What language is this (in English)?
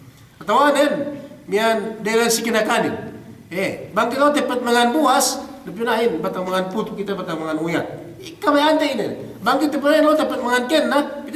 Yakan